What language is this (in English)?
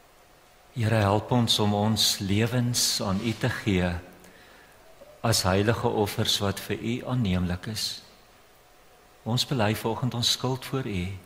Afrikaans